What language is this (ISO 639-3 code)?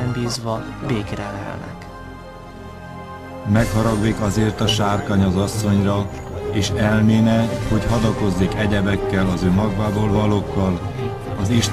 hun